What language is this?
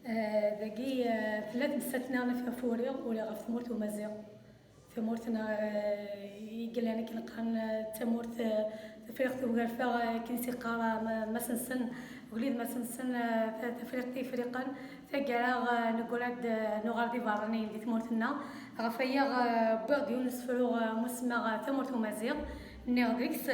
Kabyle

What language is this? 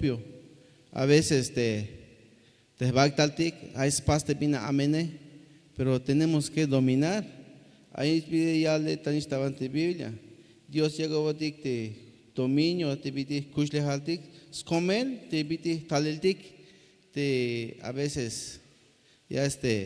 Tzeltal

